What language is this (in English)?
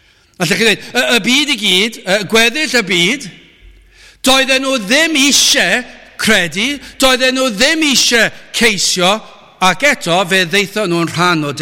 Welsh